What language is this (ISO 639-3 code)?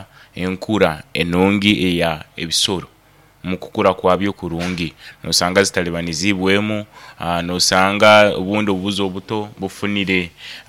nyo